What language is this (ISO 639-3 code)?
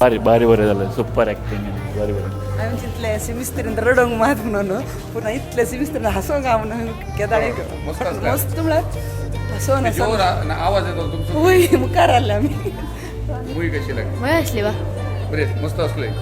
kok